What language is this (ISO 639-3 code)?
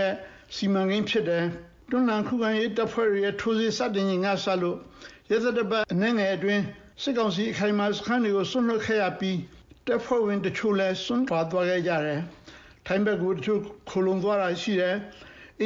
mya